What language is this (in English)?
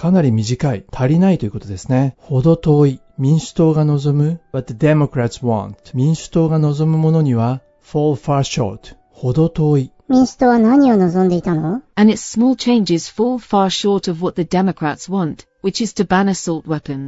Japanese